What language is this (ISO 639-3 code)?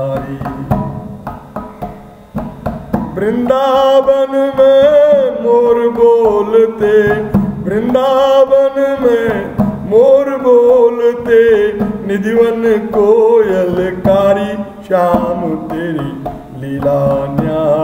hin